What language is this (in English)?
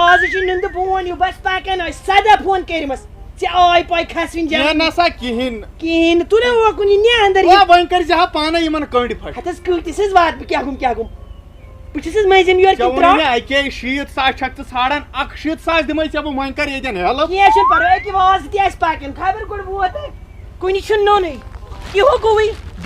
Kashmiri